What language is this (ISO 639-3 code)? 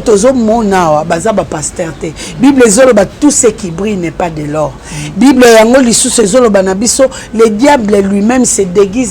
lin